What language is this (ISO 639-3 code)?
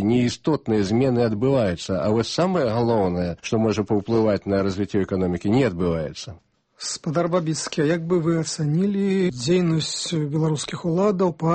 bel